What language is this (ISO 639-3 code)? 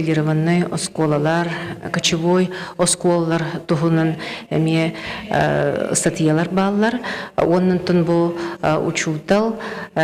sah